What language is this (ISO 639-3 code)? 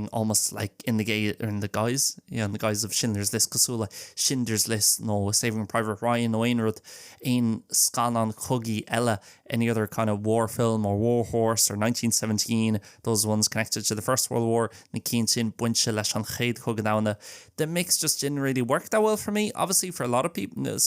gle